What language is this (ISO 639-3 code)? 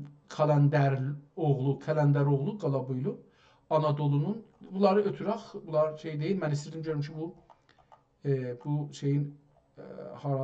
azb